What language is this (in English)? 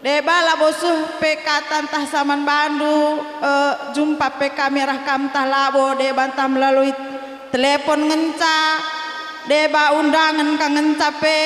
Batak Karo